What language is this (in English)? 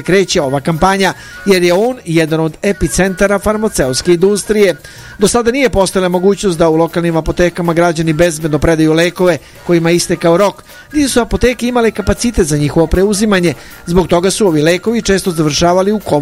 Serbian